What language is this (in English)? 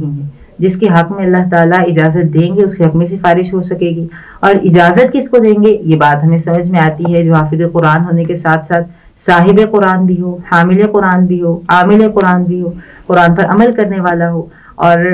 Urdu